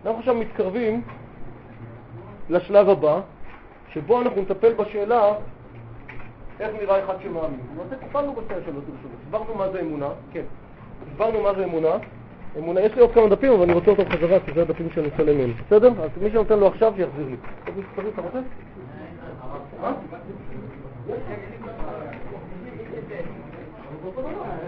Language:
Hebrew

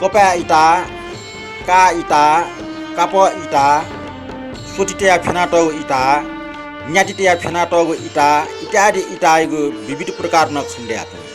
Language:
Newari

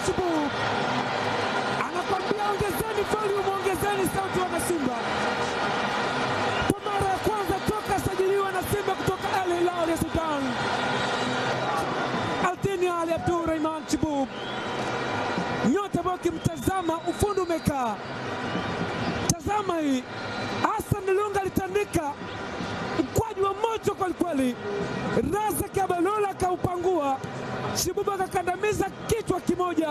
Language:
Swahili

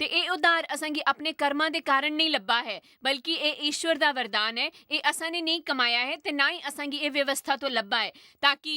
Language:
Dogri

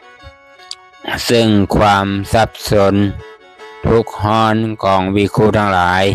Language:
Lao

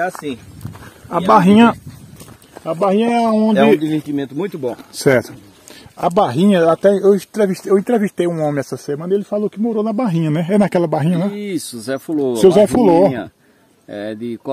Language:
Portuguese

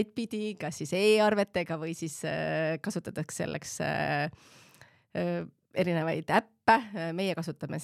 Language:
Estonian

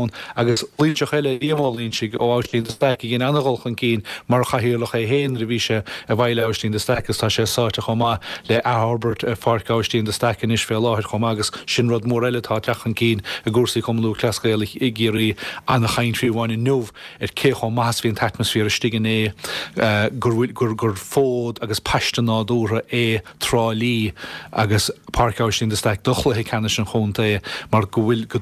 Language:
Irish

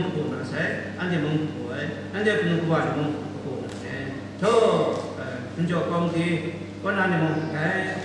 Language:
Kachin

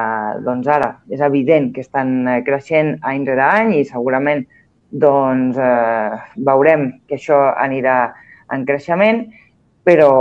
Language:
Catalan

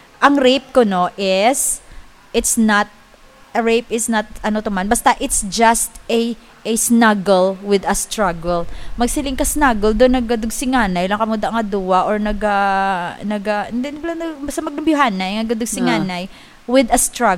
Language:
Hiligaynon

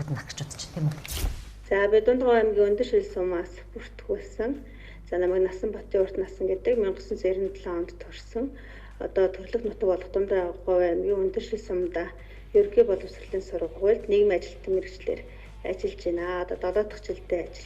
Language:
Mongolian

